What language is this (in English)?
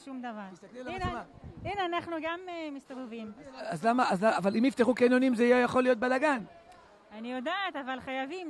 Hebrew